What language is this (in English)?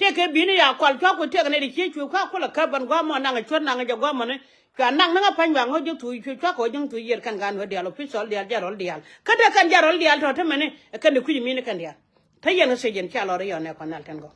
Nuer